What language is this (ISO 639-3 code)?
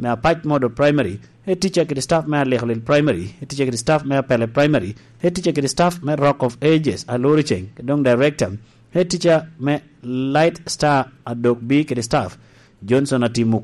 laj